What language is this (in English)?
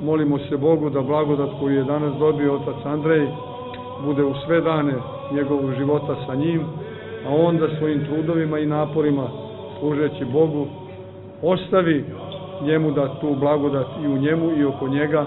Serbian